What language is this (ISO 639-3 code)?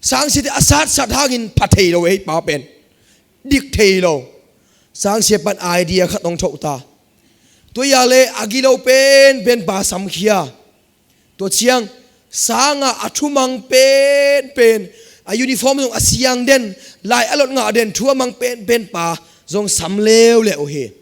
ctd